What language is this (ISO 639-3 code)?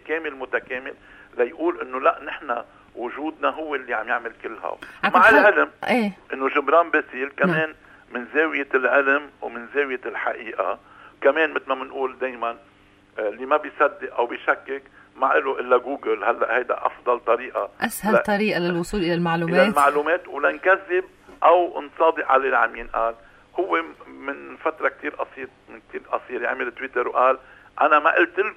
apc